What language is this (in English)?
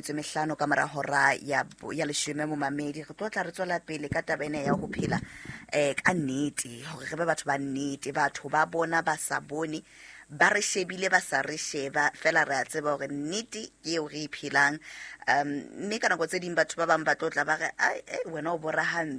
Southern Sotho